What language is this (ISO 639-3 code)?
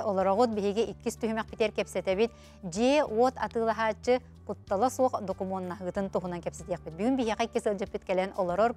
sah